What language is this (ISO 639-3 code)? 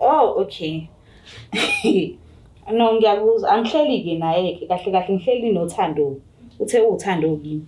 zul